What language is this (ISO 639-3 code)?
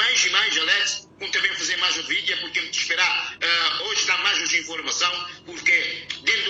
kea